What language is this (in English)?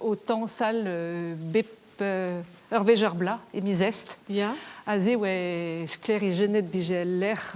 Breton